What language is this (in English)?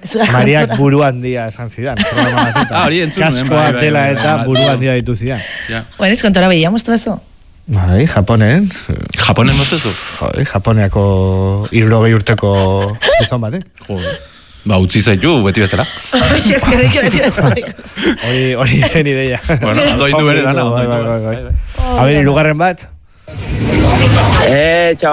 Basque